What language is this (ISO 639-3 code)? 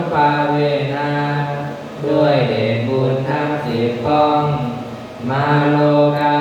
pli